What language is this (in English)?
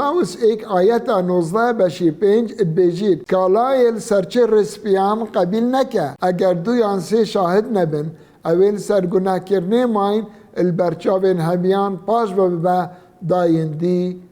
Kurdish